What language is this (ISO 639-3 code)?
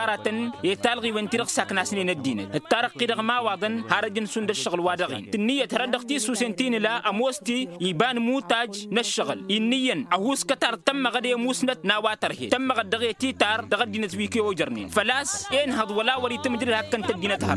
taq